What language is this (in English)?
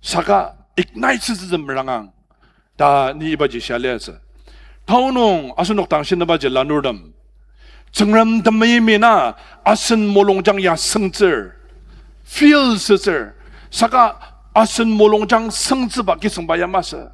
Ao Naga